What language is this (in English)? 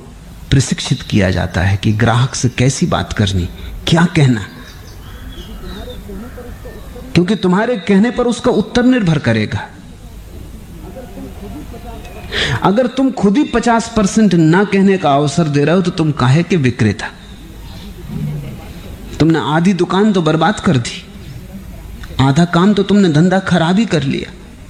Hindi